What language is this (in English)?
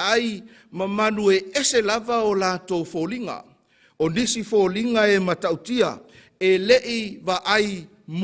Samoan